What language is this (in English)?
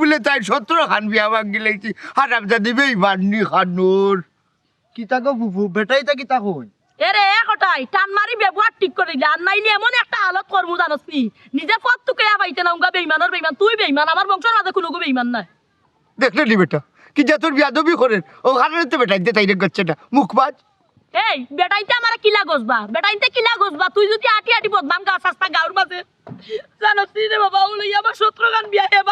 Sylheti